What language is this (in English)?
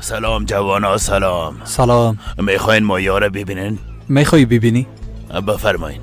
Persian